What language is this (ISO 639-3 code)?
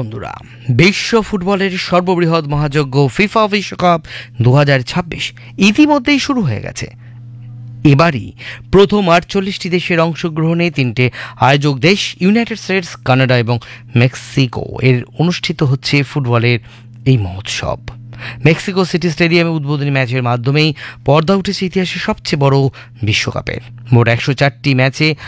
ben